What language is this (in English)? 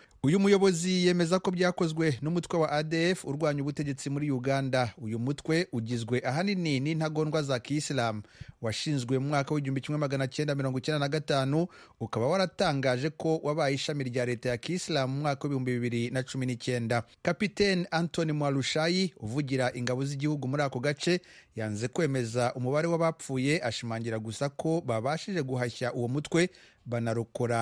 Kinyarwanda